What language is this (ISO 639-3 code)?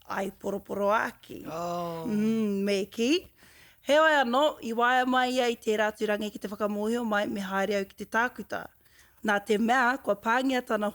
mri